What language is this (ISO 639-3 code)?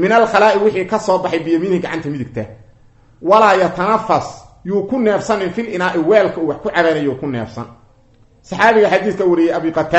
som